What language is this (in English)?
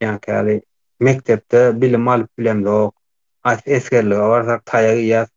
Turkmen